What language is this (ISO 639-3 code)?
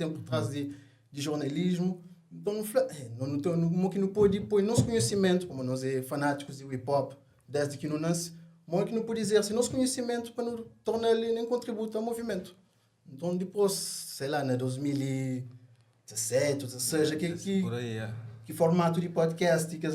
kea